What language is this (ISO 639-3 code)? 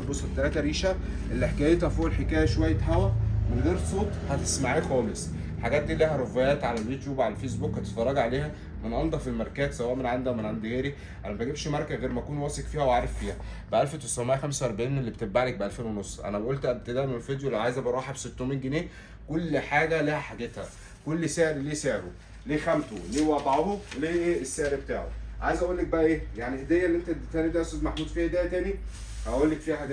arz